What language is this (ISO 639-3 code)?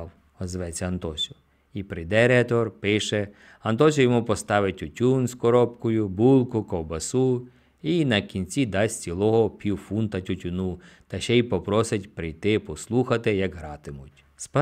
ukr